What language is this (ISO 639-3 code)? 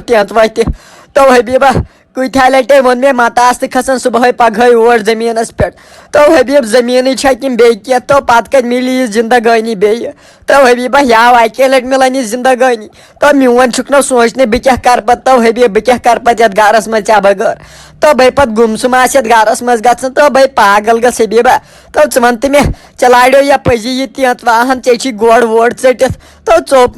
kas